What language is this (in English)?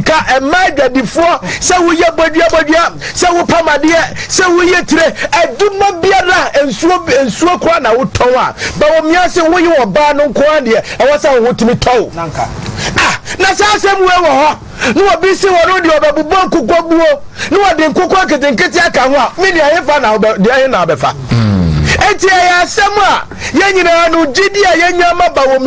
Akan